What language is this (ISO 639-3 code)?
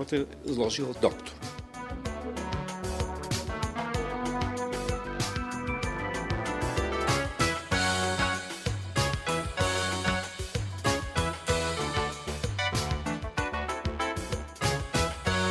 bul